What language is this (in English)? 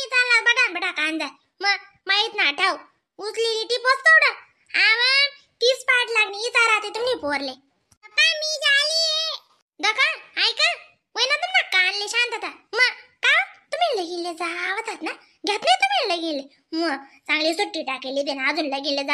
Khandesi